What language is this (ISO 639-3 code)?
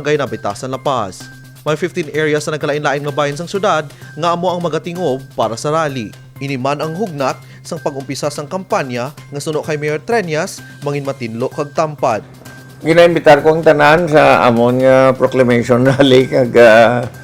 hil